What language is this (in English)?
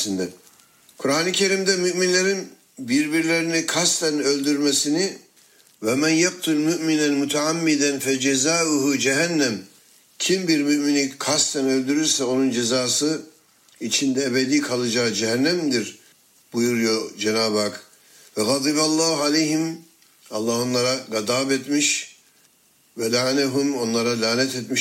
Turkish